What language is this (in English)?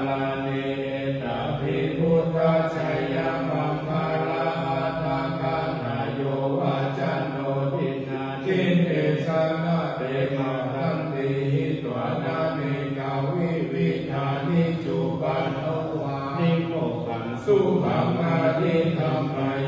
Pali